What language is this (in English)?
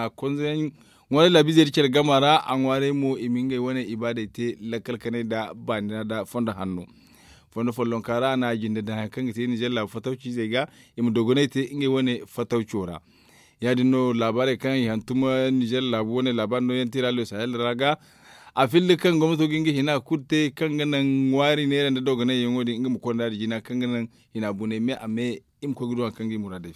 Zarma